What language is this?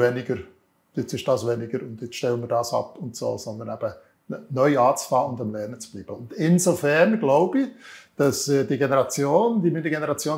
Swiss German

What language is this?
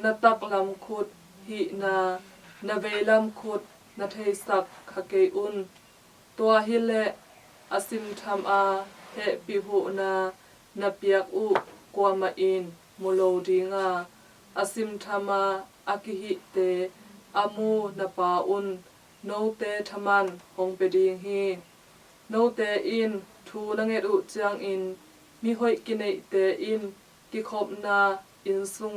Tedim Chin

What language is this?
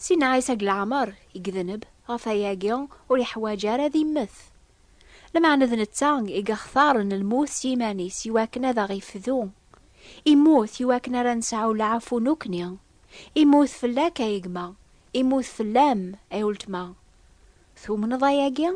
Kabyle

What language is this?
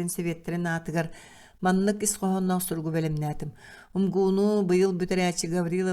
Yakut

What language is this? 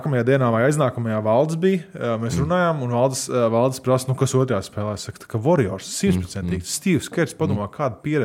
Latvian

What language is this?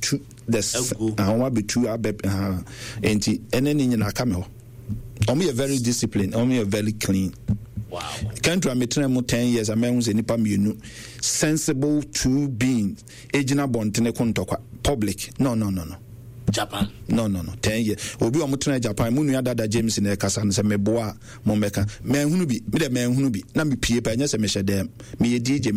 Akan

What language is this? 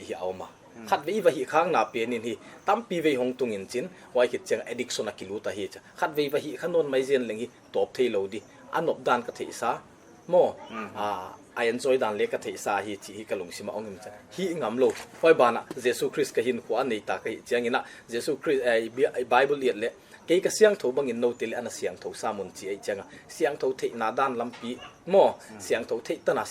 Paite Chin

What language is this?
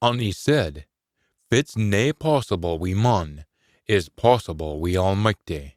Scots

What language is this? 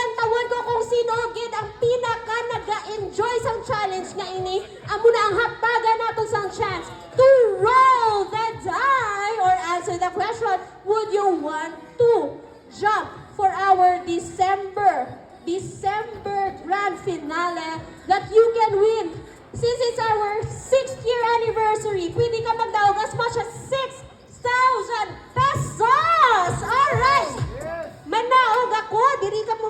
Hiligaynon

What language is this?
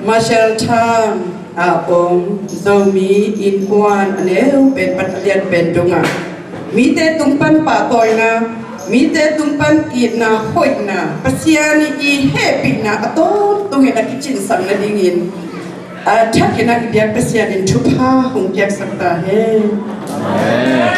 Tedim Chin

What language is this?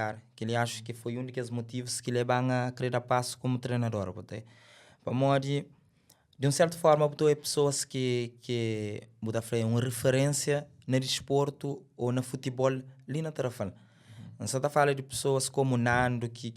Kabuverdianu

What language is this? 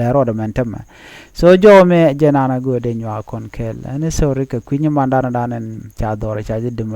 Nuer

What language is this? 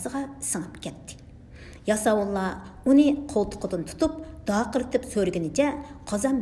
Uyghur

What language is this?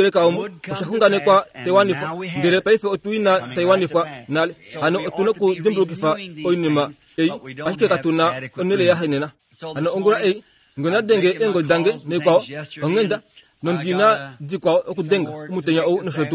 Kuanyama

